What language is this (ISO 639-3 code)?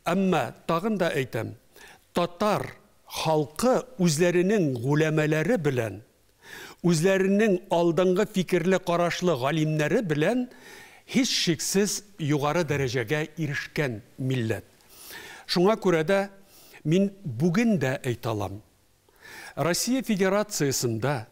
tat